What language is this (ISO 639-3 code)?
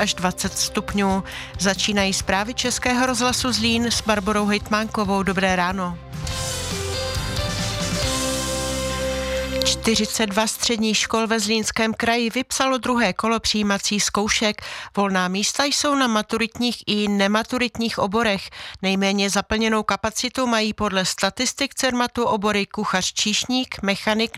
ces